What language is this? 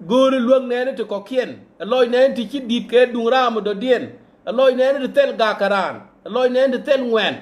Nuer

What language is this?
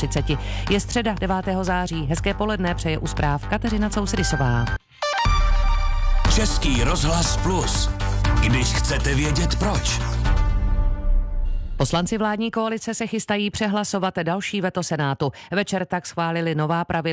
Czech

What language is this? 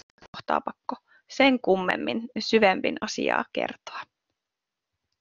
Finnish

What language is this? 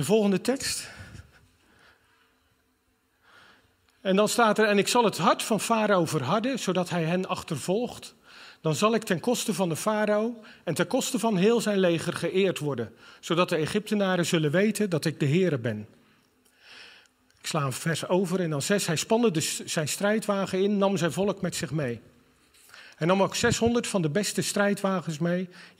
Dutch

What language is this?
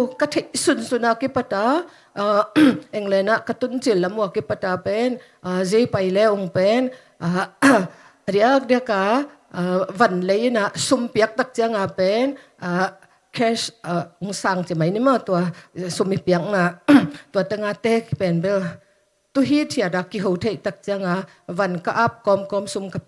Tedim Chin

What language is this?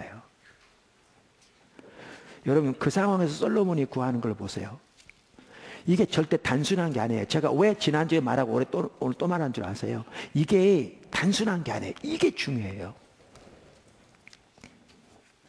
Korean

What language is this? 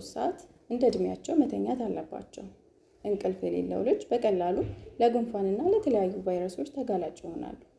Amharic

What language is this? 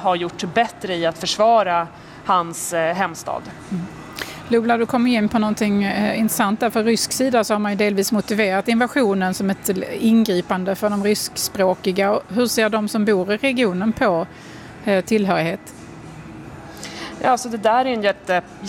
Swedish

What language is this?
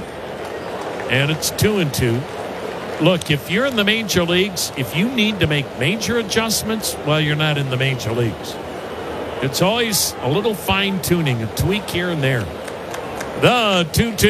English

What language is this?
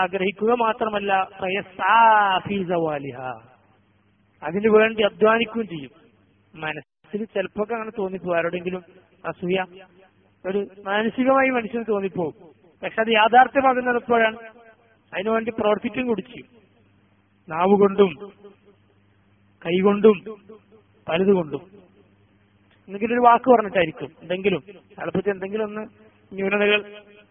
Malayalam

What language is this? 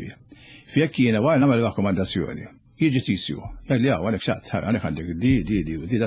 Maltese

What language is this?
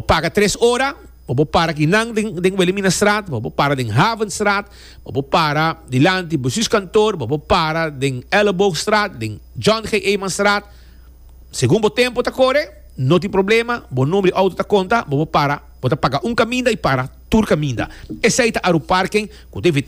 Papiamento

